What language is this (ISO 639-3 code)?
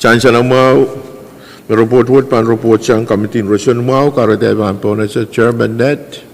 pon